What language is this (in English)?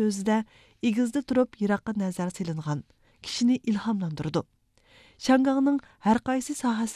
Uyghur